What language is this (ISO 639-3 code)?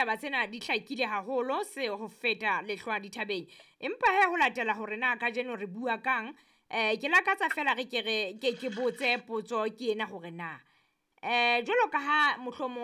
sot